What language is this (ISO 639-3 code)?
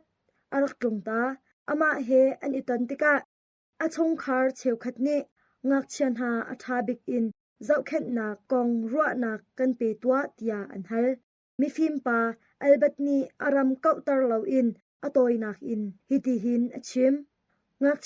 cnh